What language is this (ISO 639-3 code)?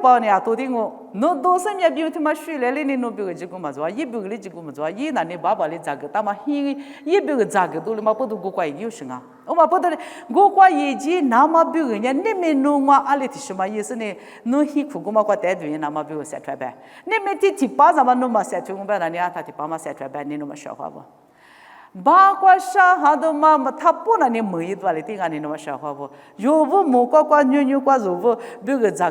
lis